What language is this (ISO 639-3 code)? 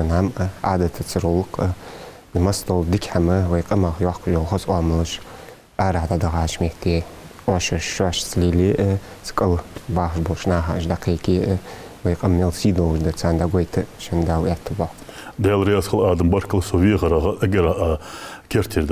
inh